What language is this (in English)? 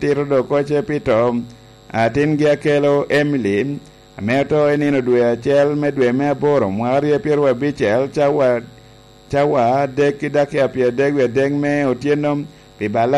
Lango (Uganda)